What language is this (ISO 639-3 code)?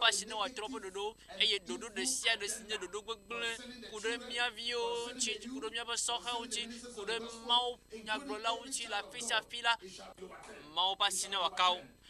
ewe